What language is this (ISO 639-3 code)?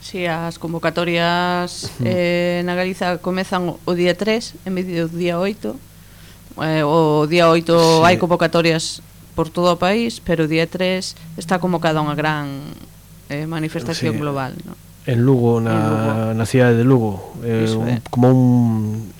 glg